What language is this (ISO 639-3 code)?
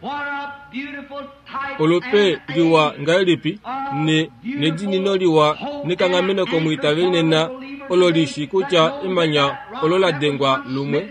kua